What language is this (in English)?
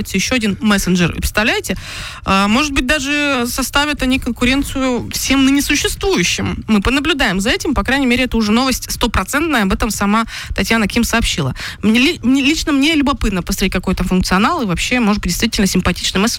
Russian